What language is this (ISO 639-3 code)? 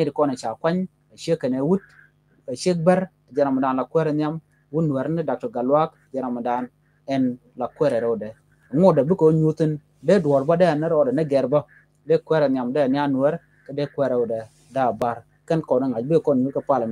nus